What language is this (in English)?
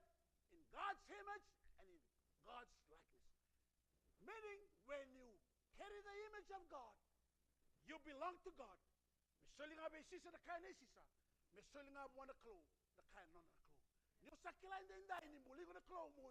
Fijian